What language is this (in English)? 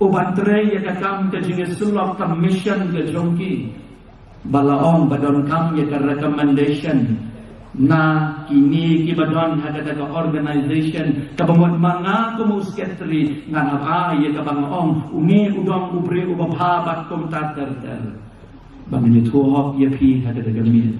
Khasi